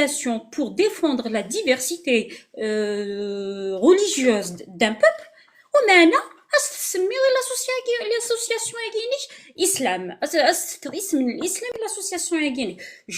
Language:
Kabyle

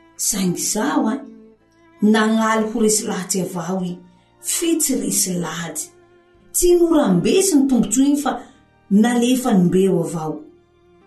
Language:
Malagasy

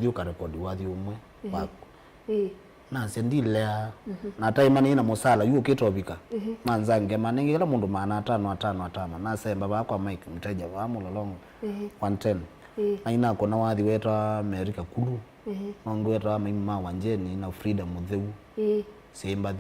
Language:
Kamba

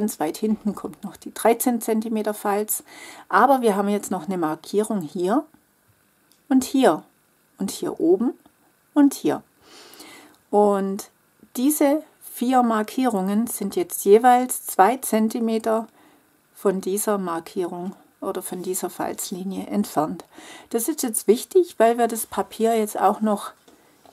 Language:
German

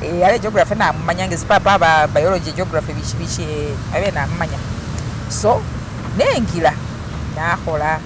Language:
Masaaba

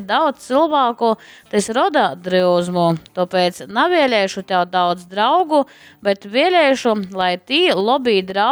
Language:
Latgalian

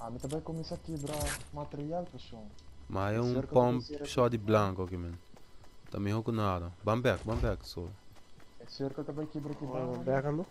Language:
Papiamento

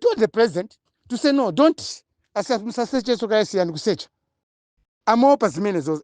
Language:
Nyanja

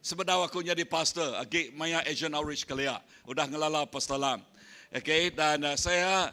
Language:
Iban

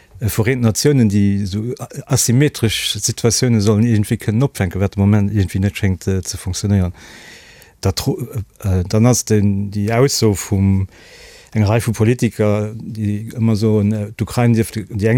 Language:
Luxembourgish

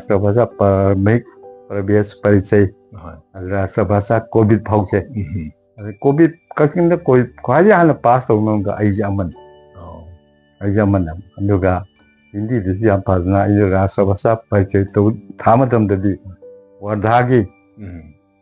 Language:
Manipuri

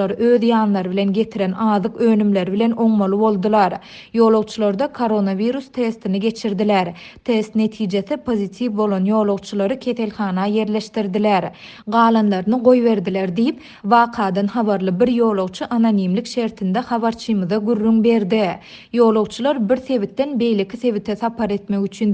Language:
Turkmen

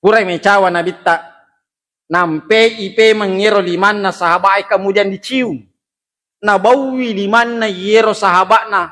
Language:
Buginese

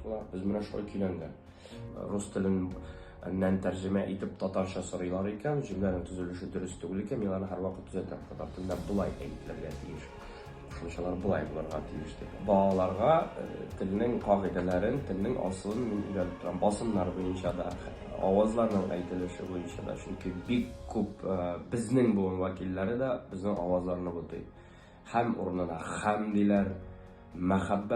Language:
Tatar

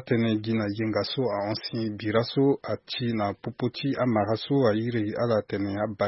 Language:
Sango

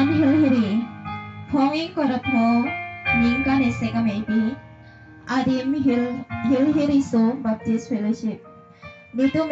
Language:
Karbi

